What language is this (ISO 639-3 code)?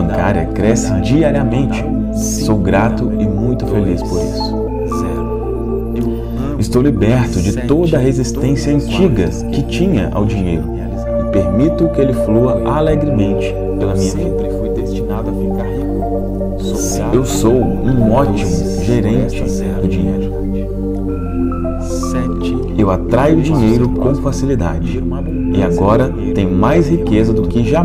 por